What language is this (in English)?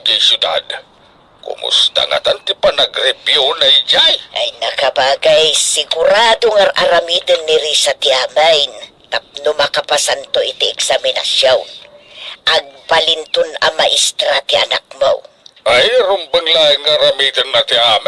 Iloko